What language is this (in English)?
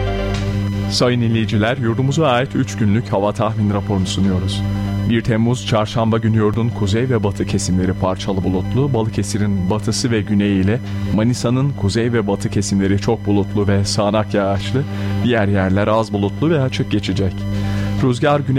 Turkish